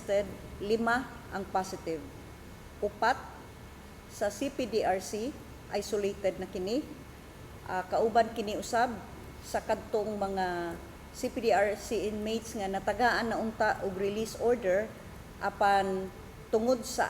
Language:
Cebuano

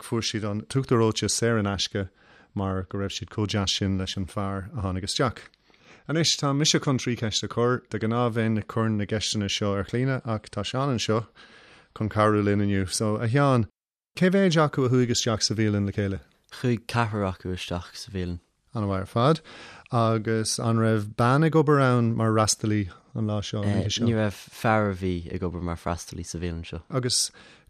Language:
Irish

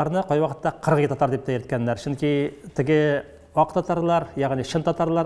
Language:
Tatar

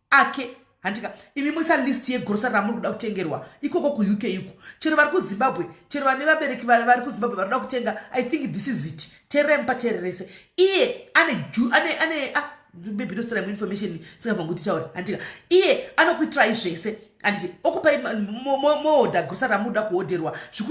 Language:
Shona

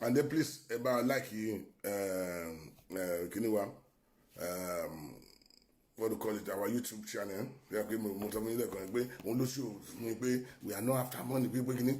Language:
Yoruba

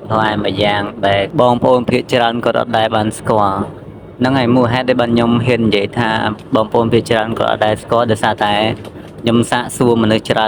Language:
Khmer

